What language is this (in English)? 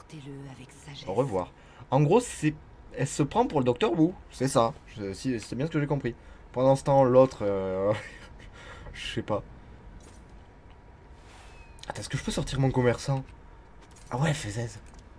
French